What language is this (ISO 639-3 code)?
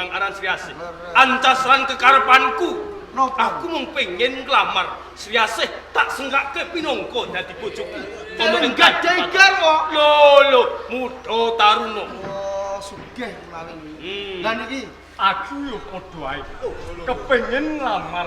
jav